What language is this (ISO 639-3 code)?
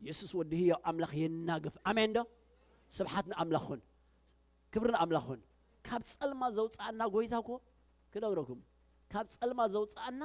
tir